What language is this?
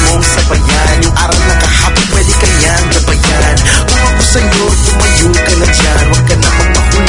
Filipino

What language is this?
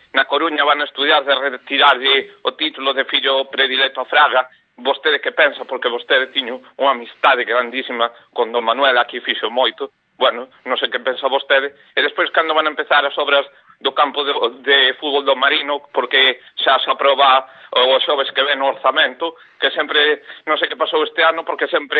Galician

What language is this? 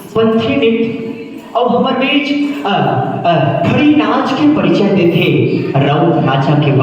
Chhattisgarhi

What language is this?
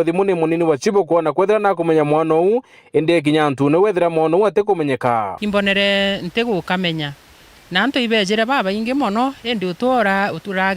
Meru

